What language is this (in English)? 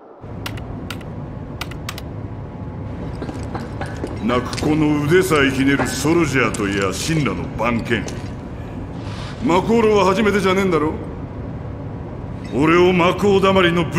Japanese